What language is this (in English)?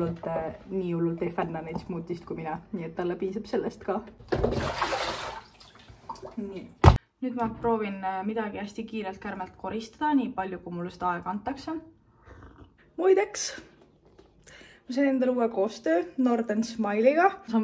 Estonian